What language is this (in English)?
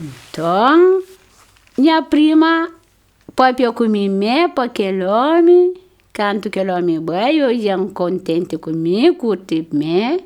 Kabuverdianu